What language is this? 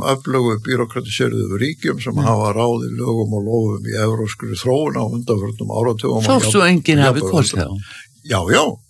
Icelandic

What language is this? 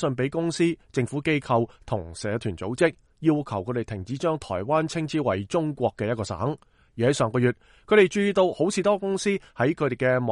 Cantonese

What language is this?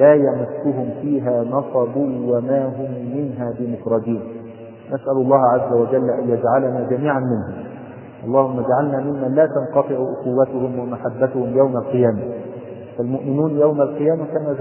Arabic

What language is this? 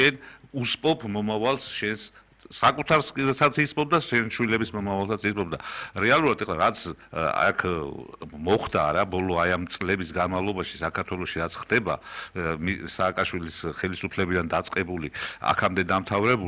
Georgian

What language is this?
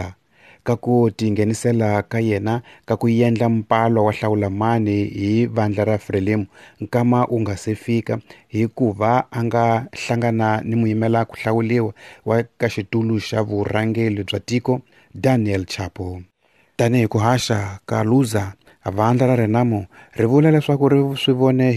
Tsonga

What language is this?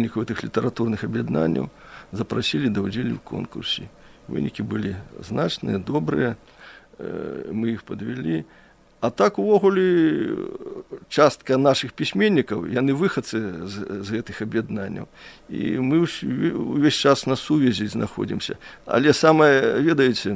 Belarusian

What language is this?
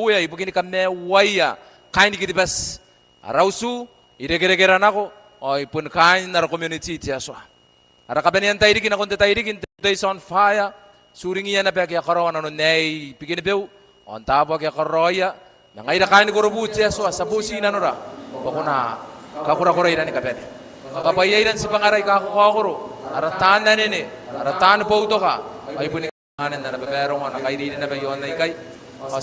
Gilbertese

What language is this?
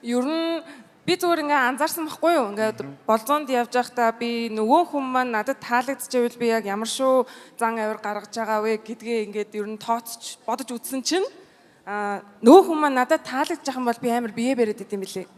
Mongolian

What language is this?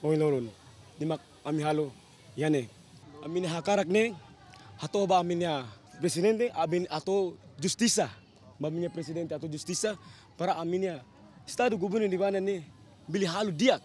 Tetum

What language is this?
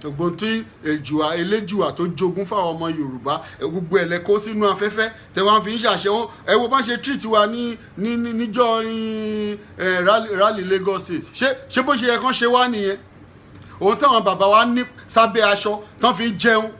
Yoruba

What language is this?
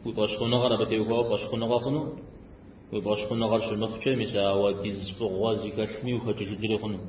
Kabardian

